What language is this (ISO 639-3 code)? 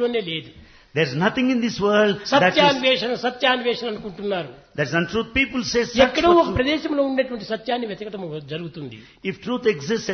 tel